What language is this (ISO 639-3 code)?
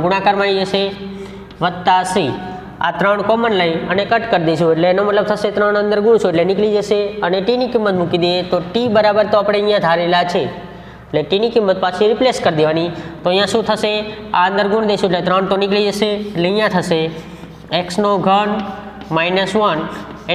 guj